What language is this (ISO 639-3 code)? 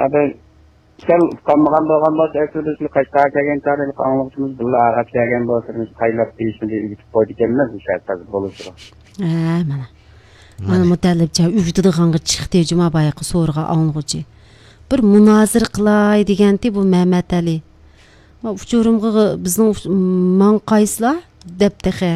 uig